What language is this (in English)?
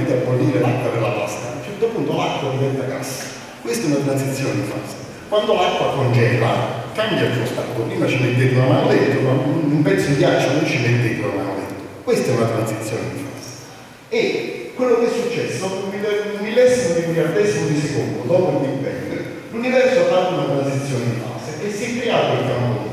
Italian